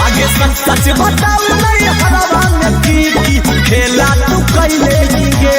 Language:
Magahi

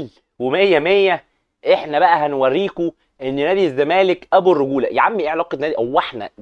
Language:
Egyptian Arabic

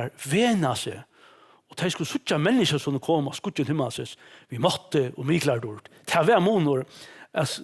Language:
Faroese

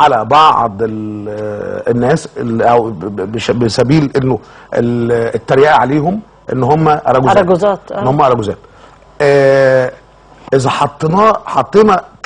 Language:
Egyptian Arabic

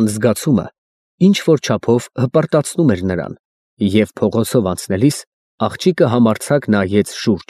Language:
Armenian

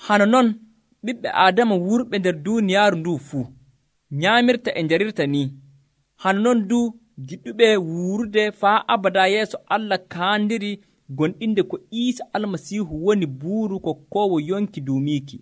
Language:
Nigerian Fulfulde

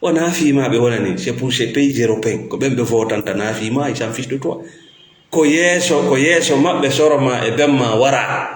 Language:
Fula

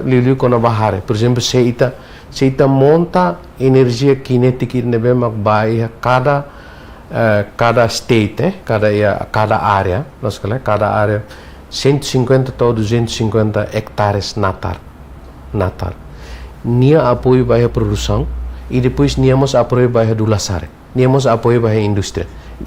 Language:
Tetum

